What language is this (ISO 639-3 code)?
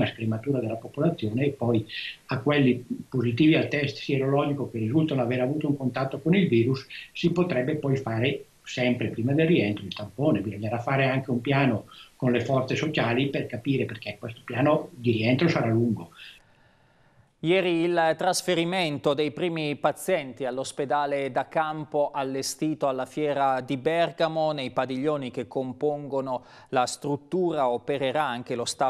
ita